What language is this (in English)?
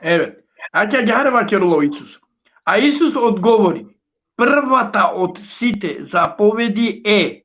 Balkan Romani